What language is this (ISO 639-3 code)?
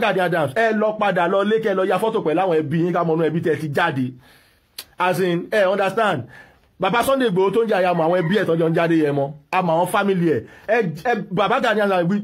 yor